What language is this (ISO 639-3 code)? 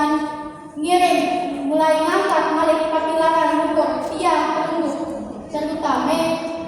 sas